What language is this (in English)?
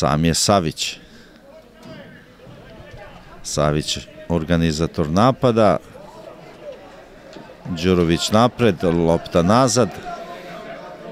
Serbian